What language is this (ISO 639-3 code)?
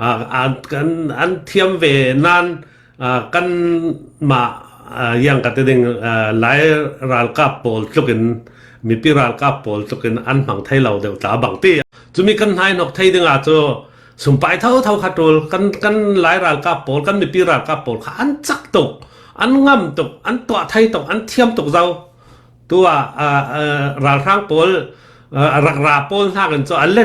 cfm